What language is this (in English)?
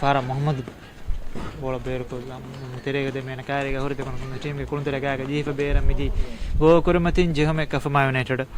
Divehi